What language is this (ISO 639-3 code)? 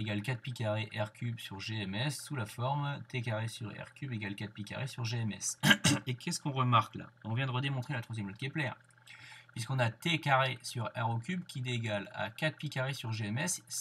fra